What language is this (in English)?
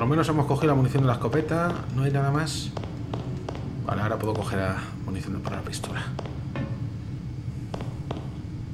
Spanish